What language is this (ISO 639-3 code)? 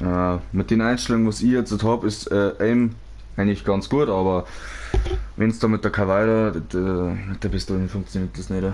bar